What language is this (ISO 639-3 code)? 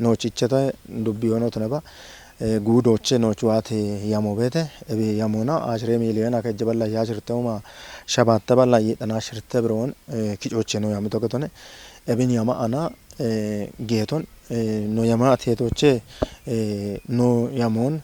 kbr